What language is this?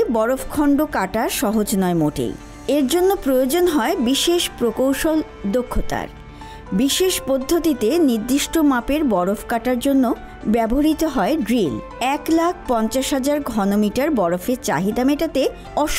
Bangla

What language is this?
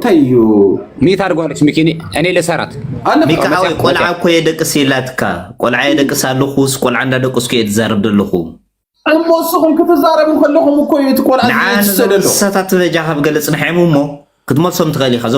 Tigrinya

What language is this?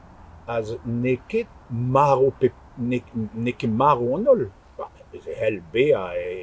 Breton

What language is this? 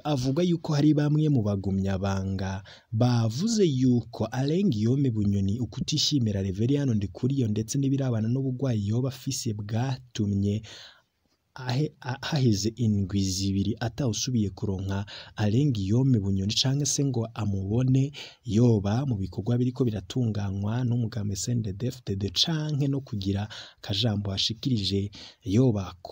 Rundi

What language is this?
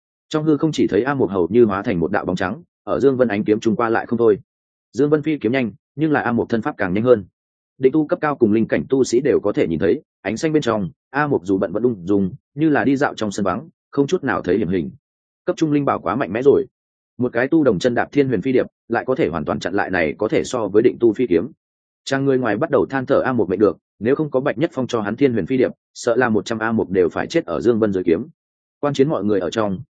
Vietnamese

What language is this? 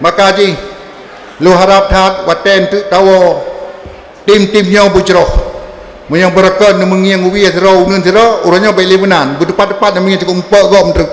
Achinese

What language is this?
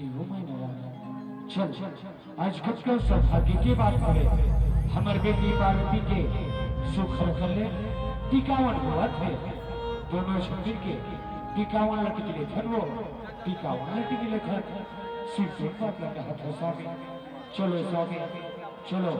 Chhattisgarhi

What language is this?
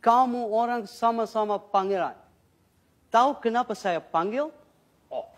Banjar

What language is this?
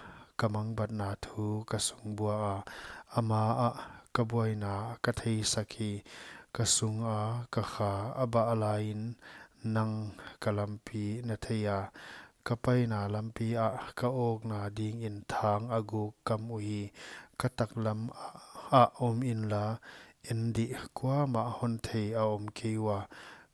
Paite Chin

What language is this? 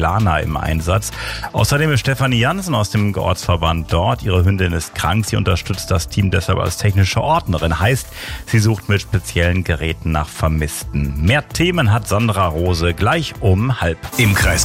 German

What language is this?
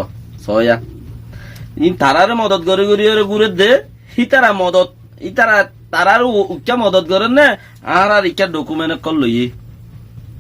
Rohingya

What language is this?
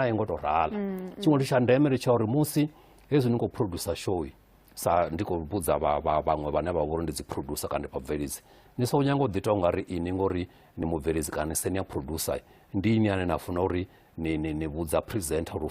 Venda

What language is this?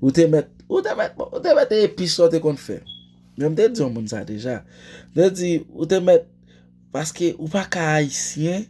Haitian Creole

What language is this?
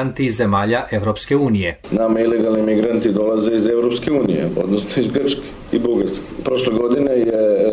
Serbian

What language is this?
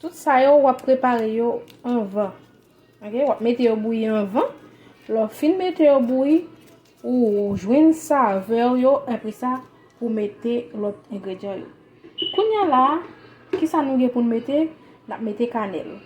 Haitian Creole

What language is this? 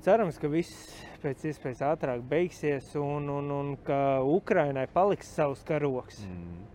Latvian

